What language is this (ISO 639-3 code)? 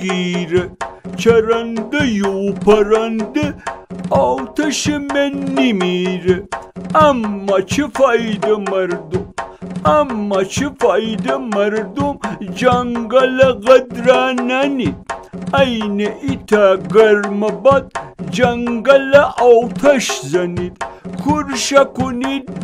glk